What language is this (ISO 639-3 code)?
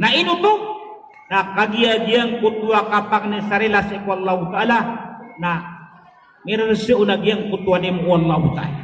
mrw